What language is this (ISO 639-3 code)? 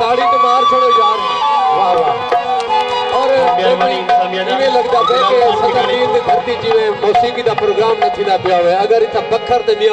skr